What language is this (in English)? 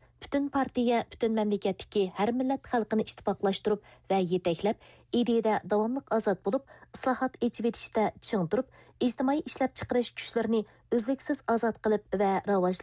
Uyghur